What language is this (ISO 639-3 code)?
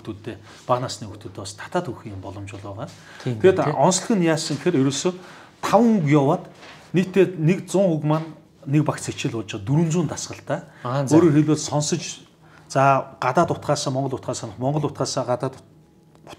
mon